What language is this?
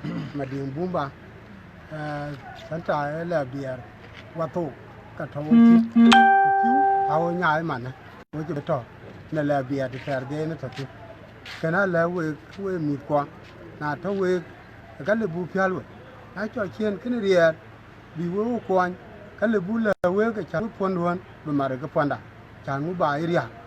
Dinka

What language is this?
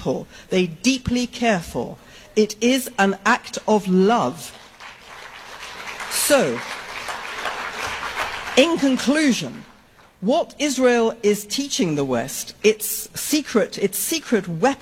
English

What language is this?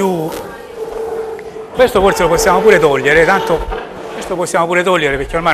Italian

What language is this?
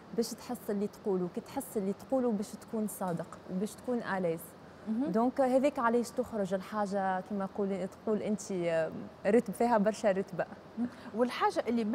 Tunisian Arabic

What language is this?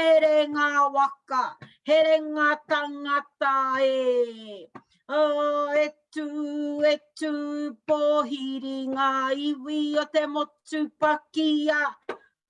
Māori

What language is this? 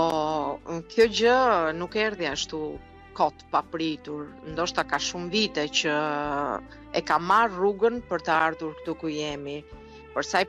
Albanian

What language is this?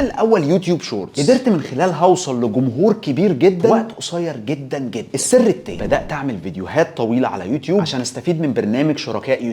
Egyptian Arabic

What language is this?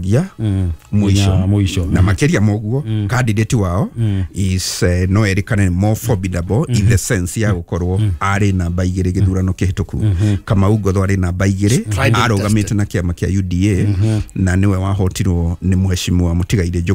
Kikuyu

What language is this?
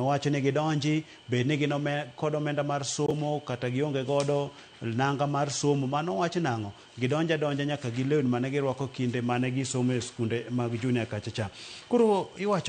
Luo (Kenya and Tanzania)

